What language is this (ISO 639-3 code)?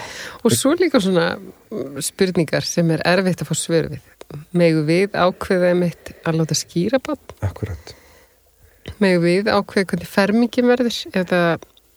isl